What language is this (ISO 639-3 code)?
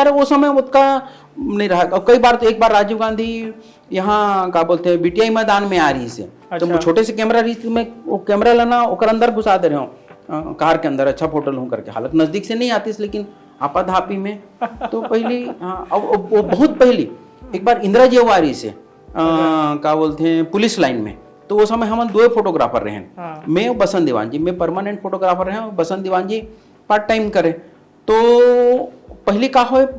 hne